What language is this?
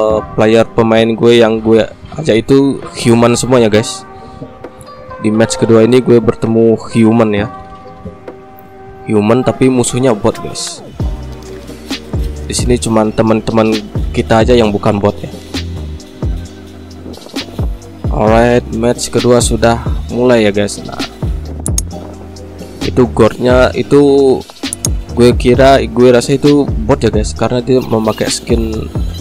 Indonesian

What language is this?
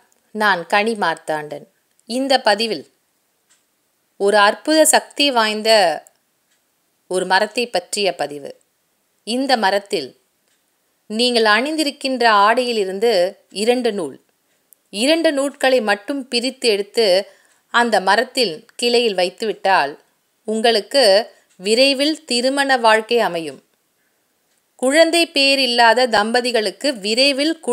Tamil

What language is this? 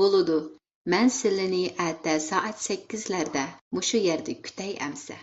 Uyghur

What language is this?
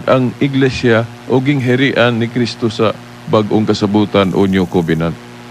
Cebuano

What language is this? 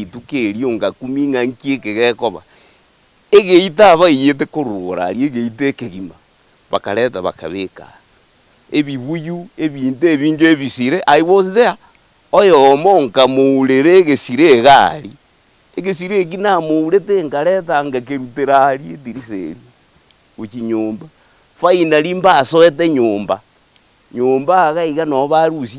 Gusii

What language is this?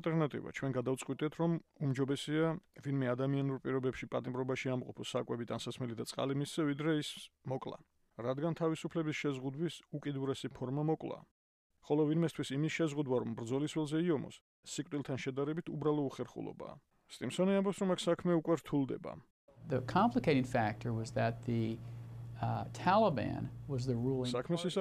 Georgian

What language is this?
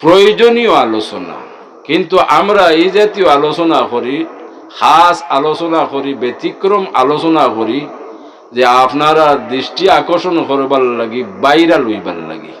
Sylheti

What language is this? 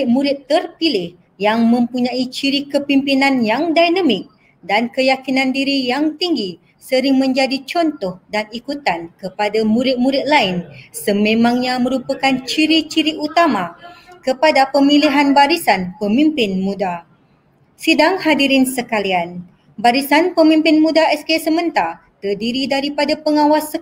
Malay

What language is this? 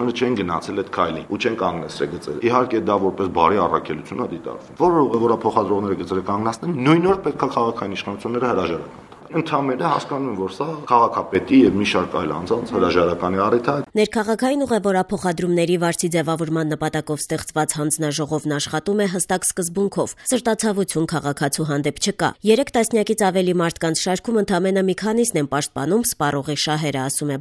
Armenian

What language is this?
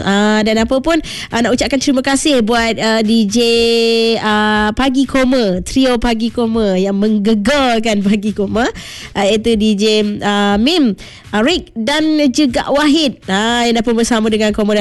Malay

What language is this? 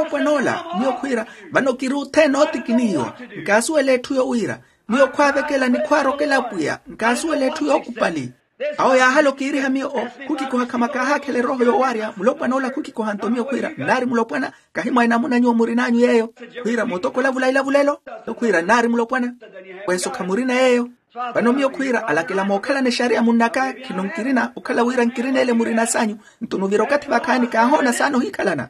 Makhuwa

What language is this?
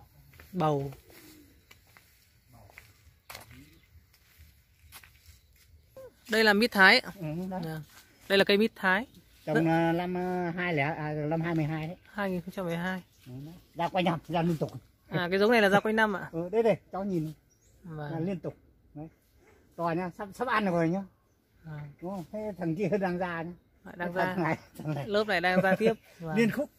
Vietnamese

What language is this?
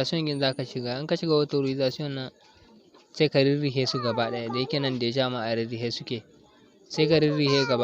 Hausa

